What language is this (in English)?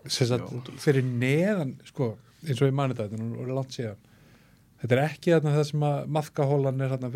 Icelandic